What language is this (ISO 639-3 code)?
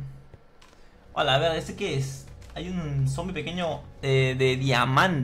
spa